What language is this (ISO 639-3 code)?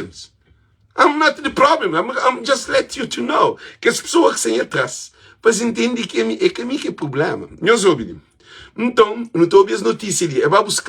kea